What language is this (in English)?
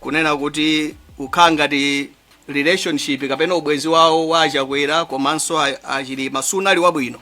Nyanja